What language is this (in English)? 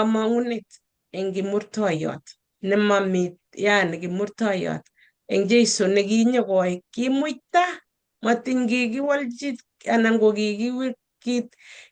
Kalenjin